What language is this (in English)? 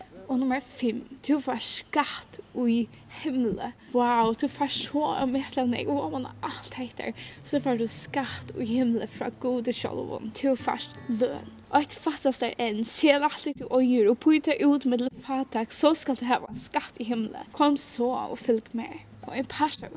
Faroese